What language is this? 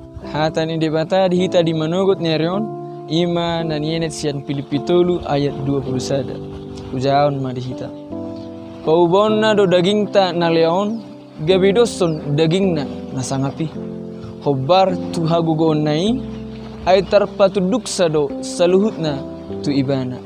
Batak Toba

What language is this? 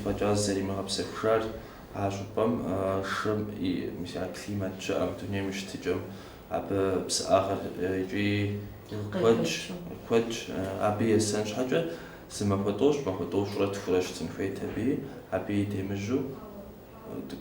Kabardian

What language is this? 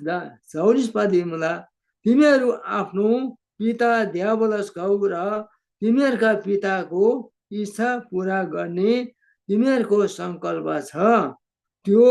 Eastern Tamang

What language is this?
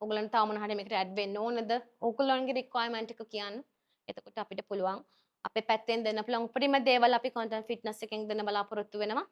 Sinhala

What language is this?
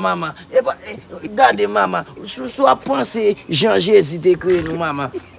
Haitian Creole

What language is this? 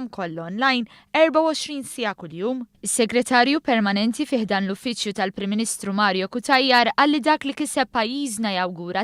Maltese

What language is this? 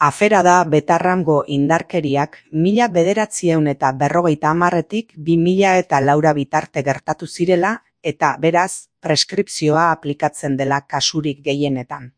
Basque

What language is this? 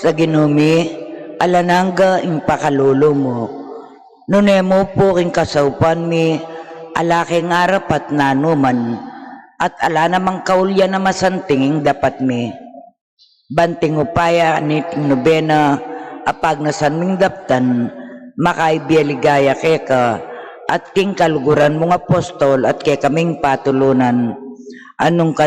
Pampanga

